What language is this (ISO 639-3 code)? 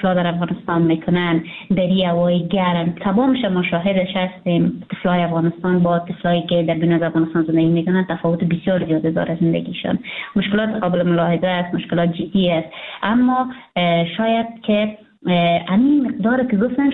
fas